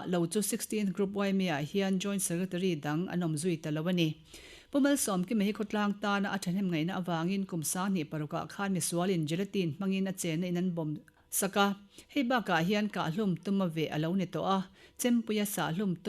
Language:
Mizo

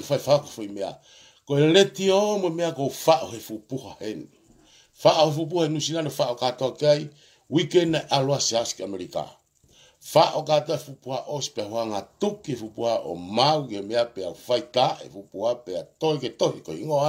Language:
Tongan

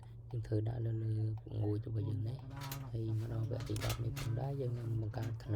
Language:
Khmer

